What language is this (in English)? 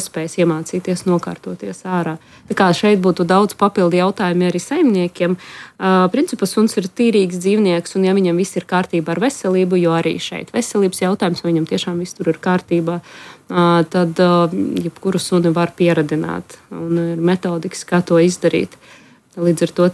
Latvian